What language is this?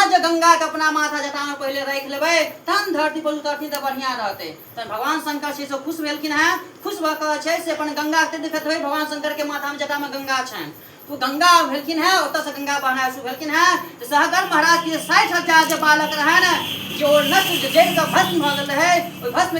Maithili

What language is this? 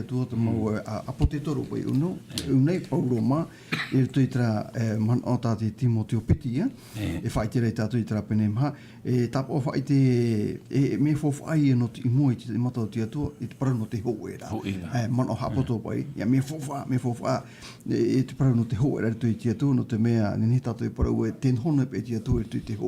Tahitian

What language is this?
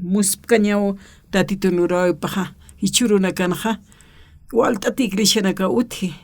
Aymara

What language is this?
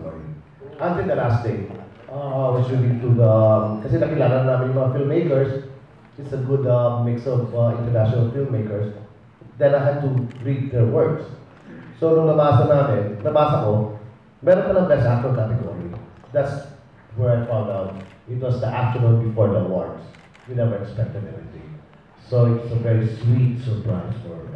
Filipino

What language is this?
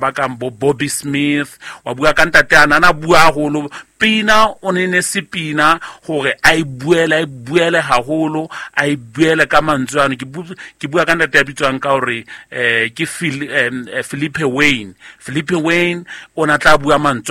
Southern Sotho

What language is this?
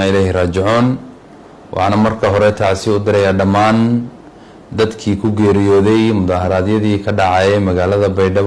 Somali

